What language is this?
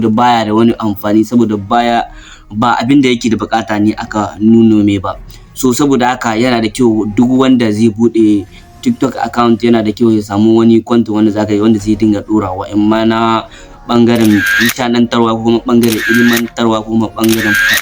Hausa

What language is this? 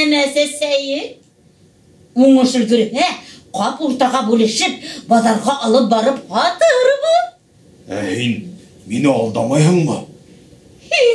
Bashkir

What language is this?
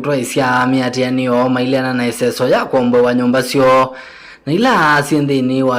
Kamba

